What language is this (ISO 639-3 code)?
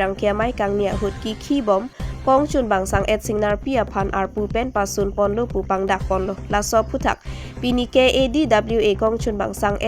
mjw